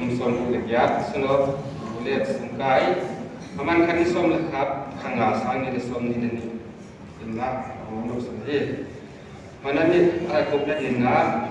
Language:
Paite Chin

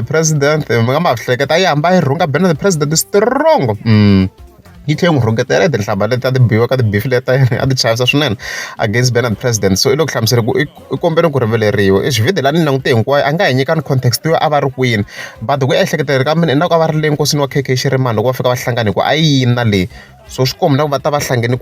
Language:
Tsonga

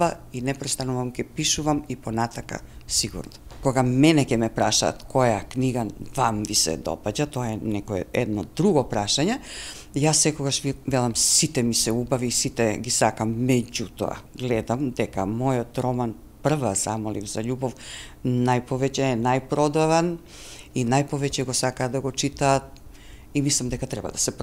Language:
Macedonian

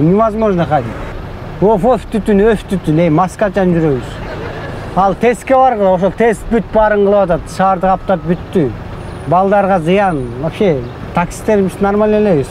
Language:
Kyrgyz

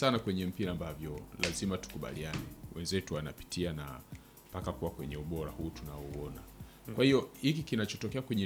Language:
Swahili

